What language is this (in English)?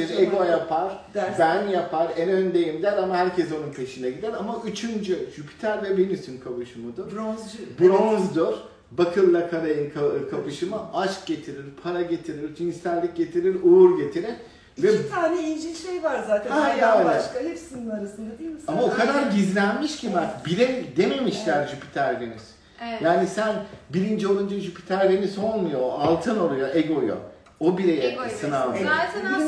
Turkish